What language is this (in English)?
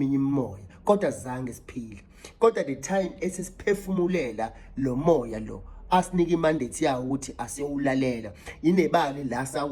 Zulu